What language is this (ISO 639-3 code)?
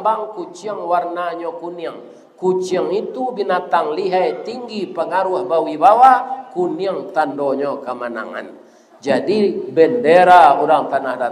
min